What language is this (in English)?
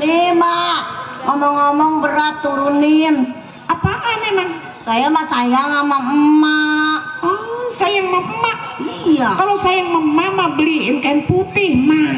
Betawi